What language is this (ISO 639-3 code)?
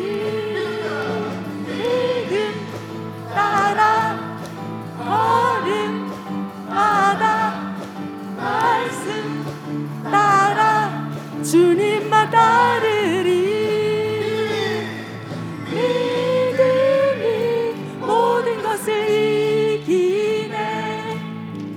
kor